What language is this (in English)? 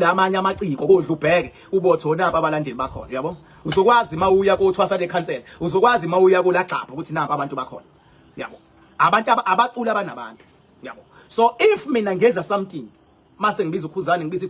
Zulu